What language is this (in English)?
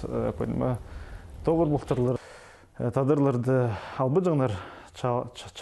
Khakas